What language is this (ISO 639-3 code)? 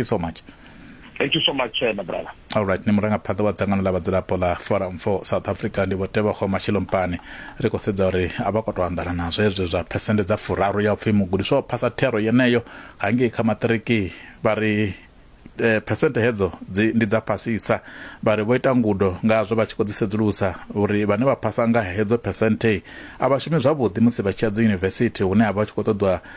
ven